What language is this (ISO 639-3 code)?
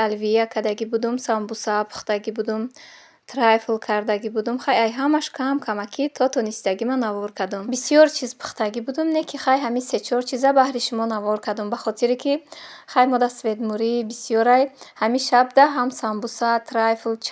tgk